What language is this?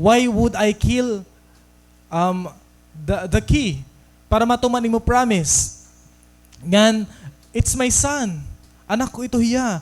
Waray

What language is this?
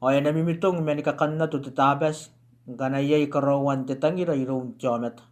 Gilbertese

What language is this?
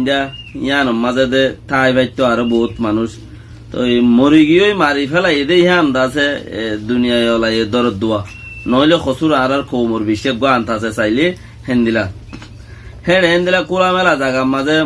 Rohingya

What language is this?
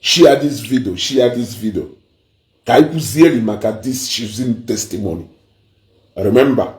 Igbo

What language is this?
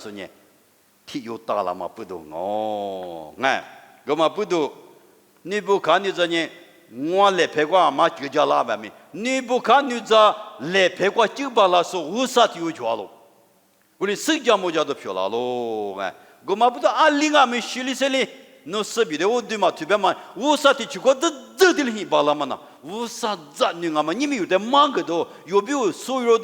Lisu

